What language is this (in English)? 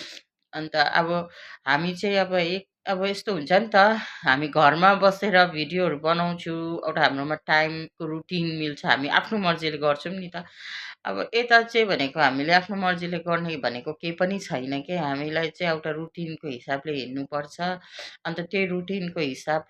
Nepali